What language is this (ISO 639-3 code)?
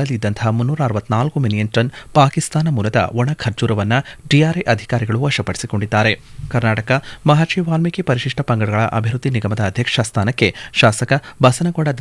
kan